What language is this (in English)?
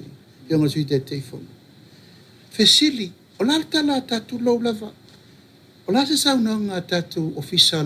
Samoan